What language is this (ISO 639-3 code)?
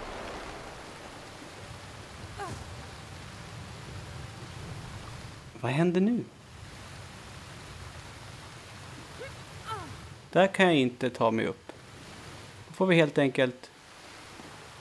swe